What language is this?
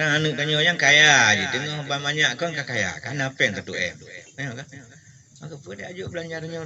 Achinese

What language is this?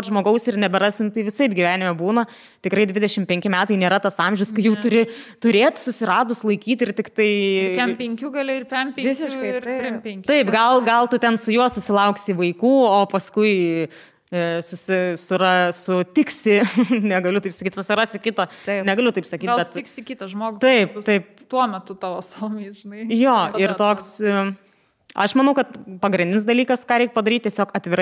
Lithuanian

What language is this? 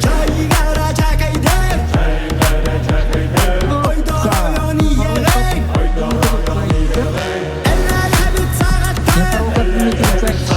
Yakut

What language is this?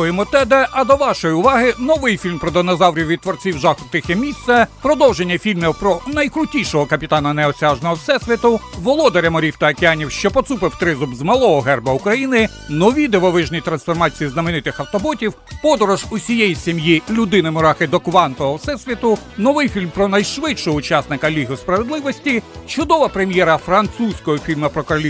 Ukrainian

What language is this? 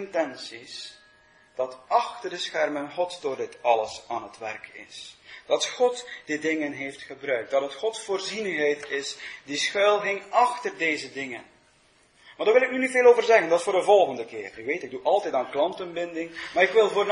Dutch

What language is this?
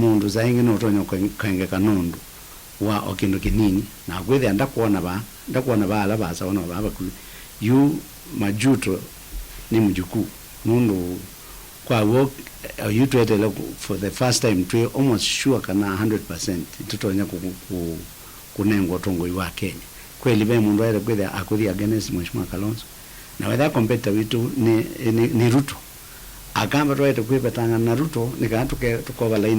Kamba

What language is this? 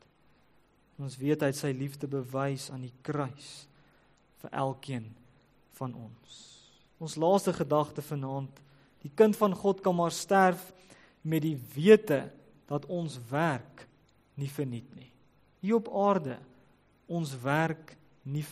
Afrikaans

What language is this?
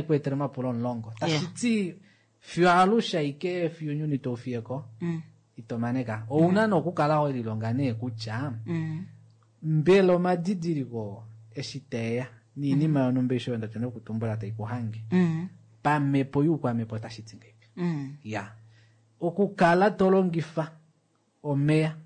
Kuanyama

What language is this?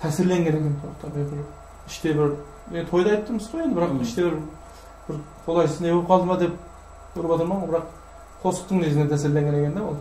Kara-Kalpak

